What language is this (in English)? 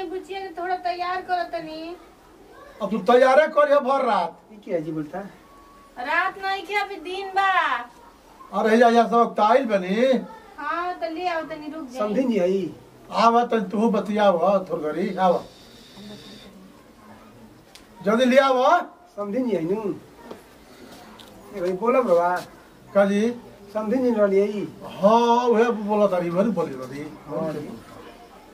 Bhojpuri